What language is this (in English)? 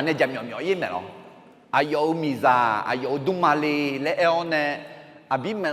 Akha